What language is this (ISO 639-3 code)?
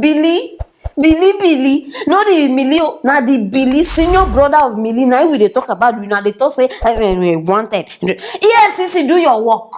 pcm